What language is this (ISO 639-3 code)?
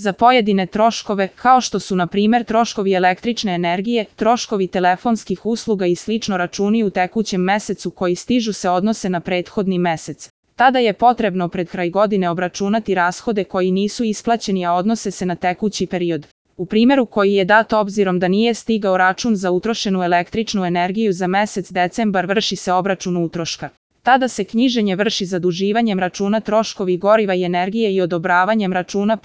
hrv